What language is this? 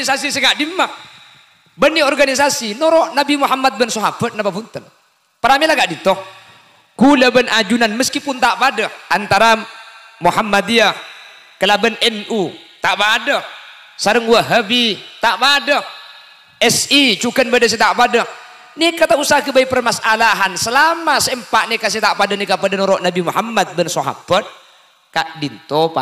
Madurese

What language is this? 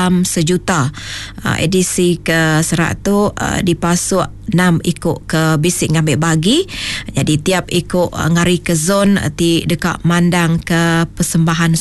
Iban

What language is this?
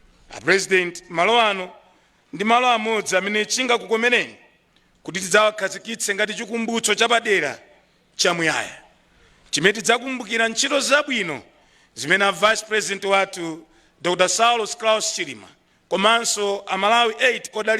Nyanja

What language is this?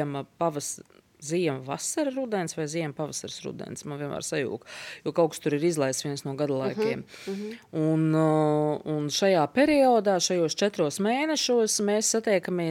Latvian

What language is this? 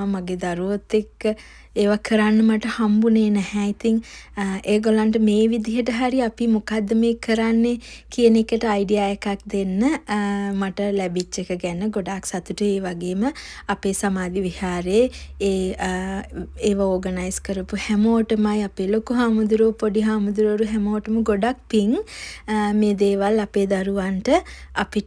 Sinhala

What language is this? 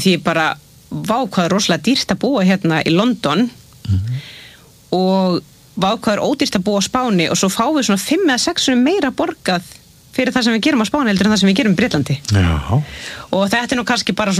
Icelandic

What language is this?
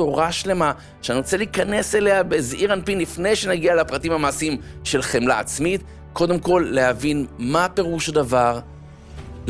Hebrew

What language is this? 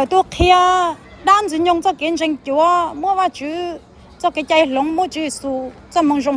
Hmong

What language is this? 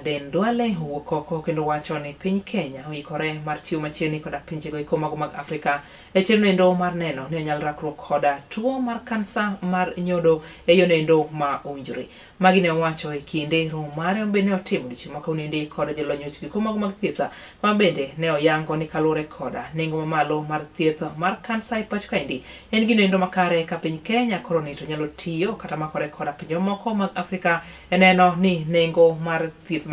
Luo (Kenya and Tanzania)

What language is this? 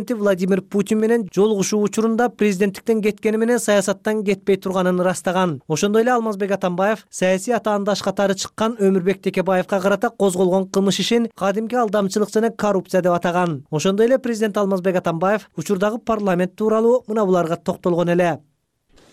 Kyrgyz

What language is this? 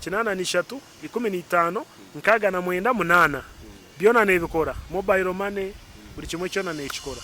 Nyankole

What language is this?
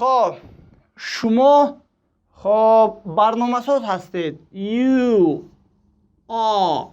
Tajik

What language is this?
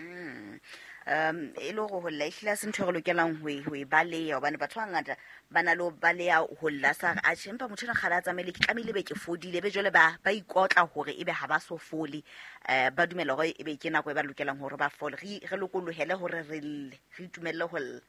Southern Sotho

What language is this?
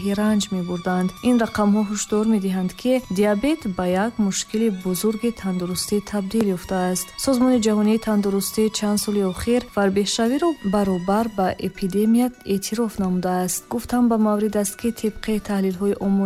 Tajik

